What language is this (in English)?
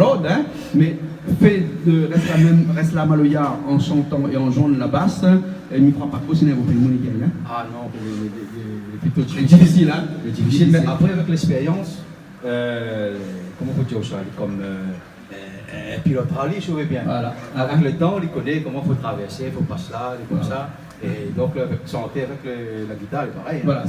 Réunion Creole French